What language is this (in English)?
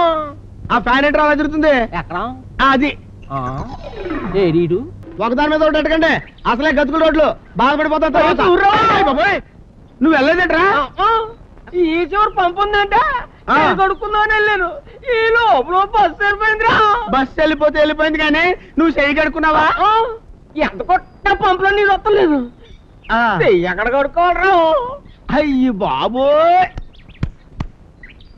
Telugu